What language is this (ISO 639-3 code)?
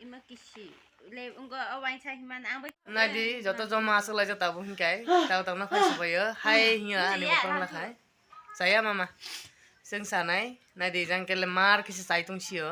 trp